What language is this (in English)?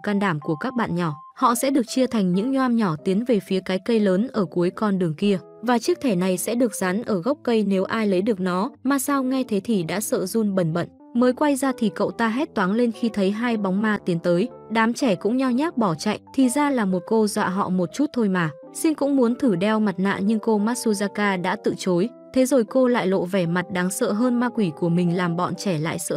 Vietnamese